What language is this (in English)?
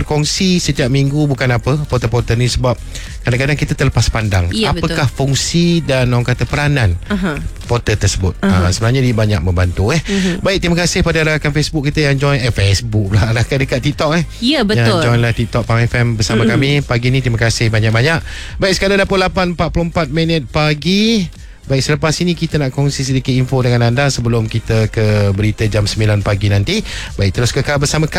Malay